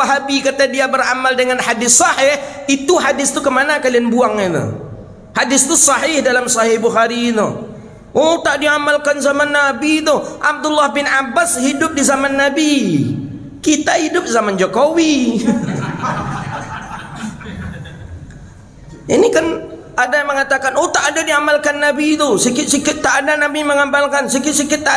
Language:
Malay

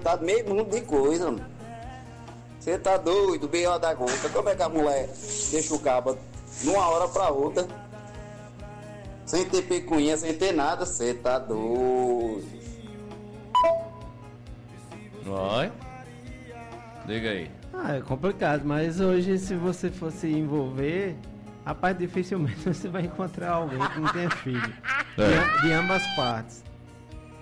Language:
Portuguese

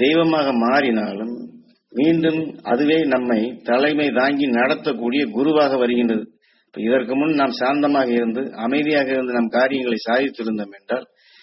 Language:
Tamil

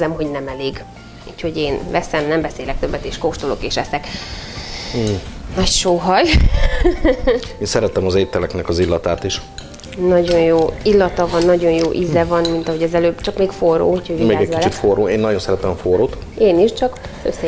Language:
Hungarian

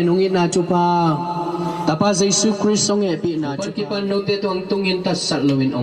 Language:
Tedim Chin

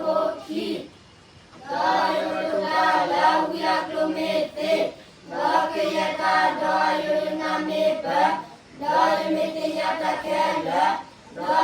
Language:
S'gaw Karen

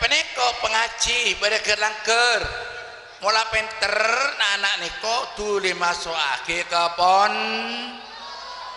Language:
Madurese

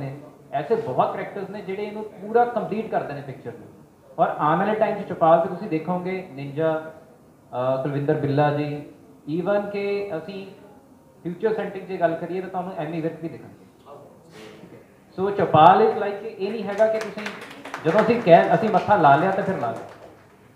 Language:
Punjabi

